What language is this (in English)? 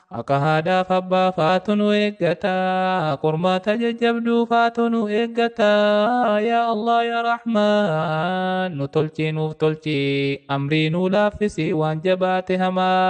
Oromo